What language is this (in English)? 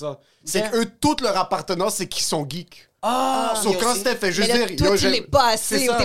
French